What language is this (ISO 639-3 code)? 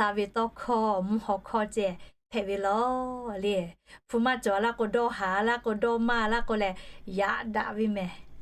lhu